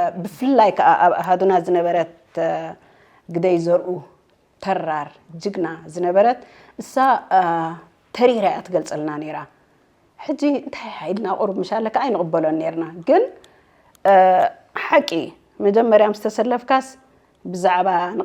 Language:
Tigrinya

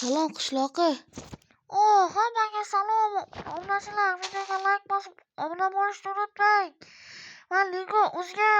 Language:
Uzbek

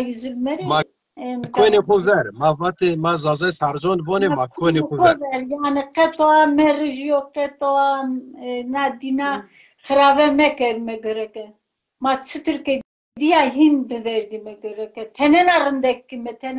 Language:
Zaza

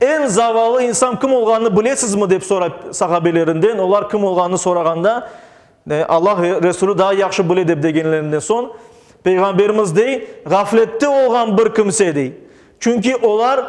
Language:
Crimean Tatar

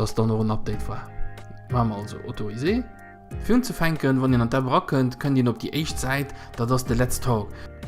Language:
Luxembourgish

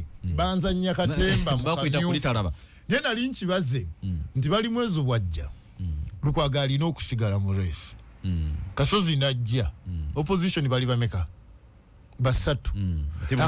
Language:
Ganda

